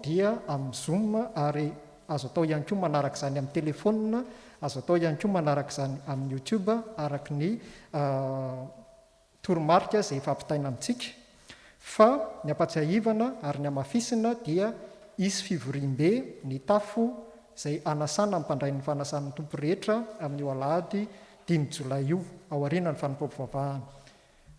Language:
Malagasy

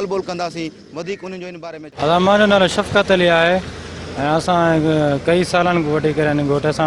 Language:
Sindhi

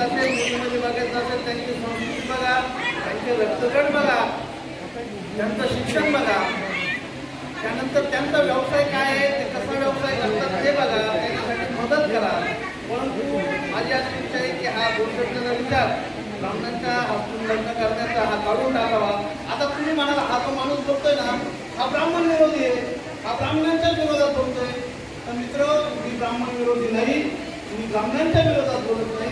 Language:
Marathi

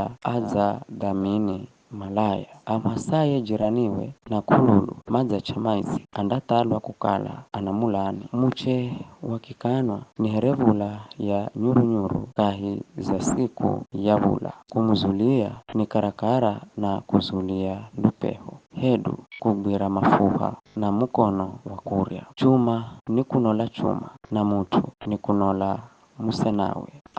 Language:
Giryama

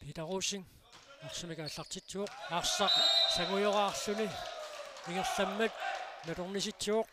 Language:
Kalaallisut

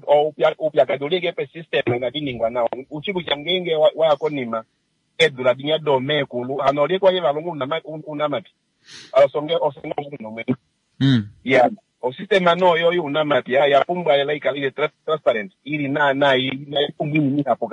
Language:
Kuanyama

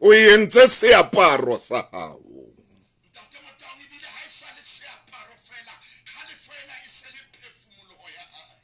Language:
Southern Sotho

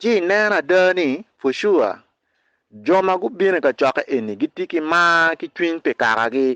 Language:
Acoli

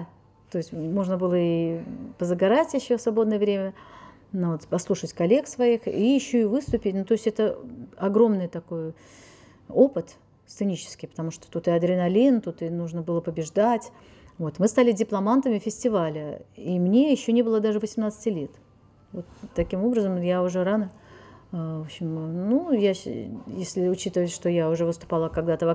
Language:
Russian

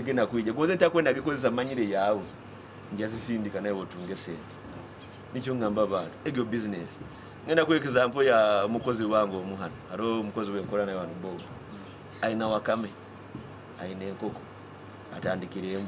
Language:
Nyoro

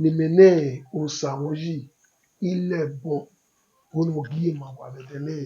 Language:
Bini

